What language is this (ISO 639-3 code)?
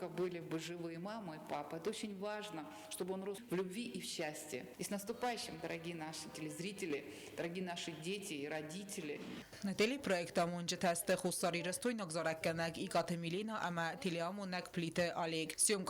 oss